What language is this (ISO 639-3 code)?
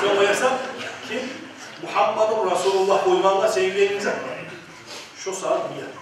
kum